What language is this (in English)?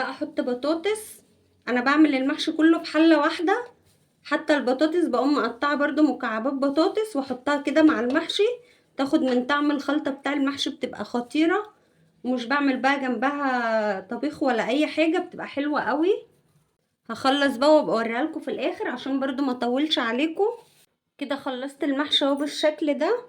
Egyptian Arabic